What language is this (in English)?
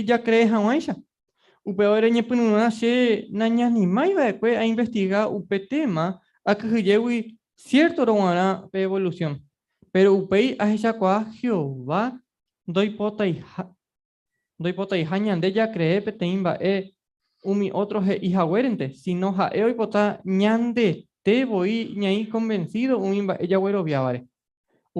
Guarani